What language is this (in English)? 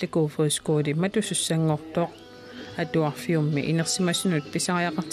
Kalaallisut